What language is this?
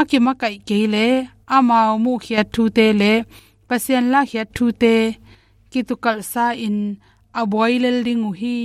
Tedim Chin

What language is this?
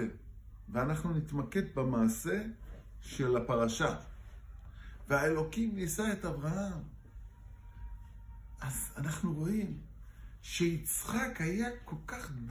Hebrew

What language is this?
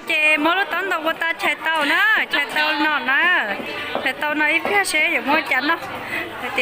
Hmong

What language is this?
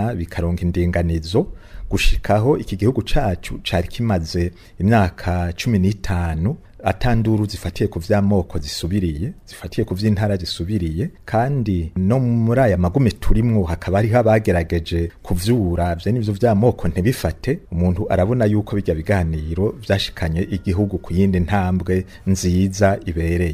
Rundi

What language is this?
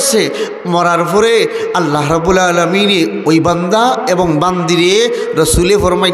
Sylheti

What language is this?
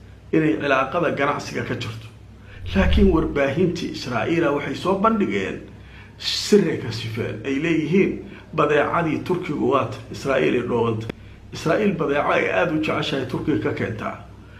Somali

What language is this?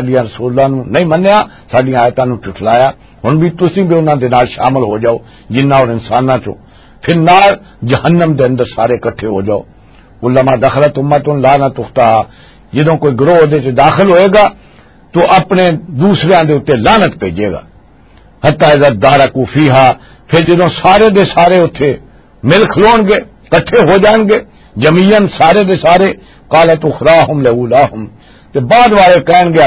Western Panjabi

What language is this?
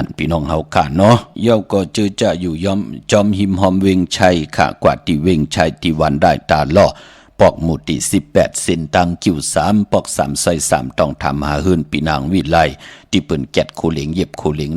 Shan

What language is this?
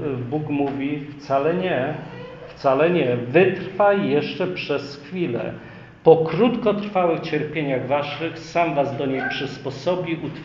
Polish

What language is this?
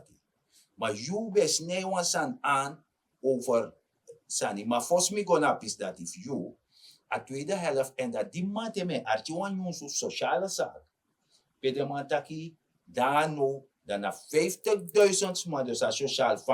Sranan Tongo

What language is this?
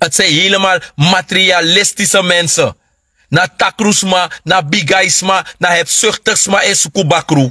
Sranan Tongo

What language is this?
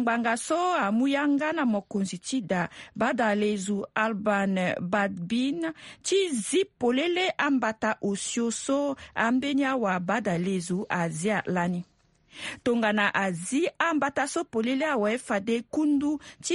Sango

